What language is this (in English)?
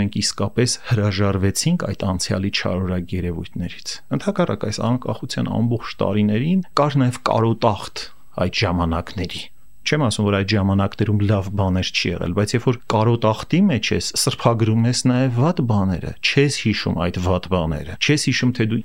Armenian